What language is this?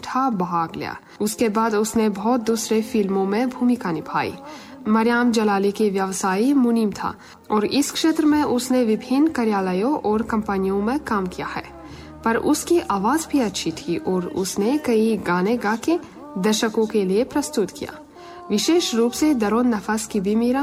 Hindi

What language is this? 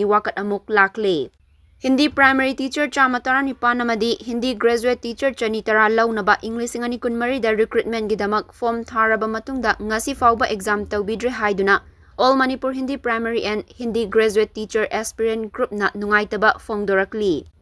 Manipuri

